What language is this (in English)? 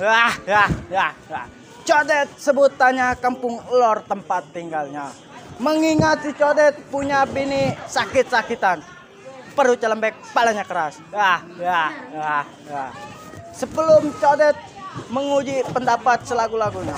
Betawi